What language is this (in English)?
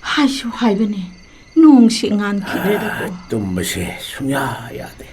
Manipuri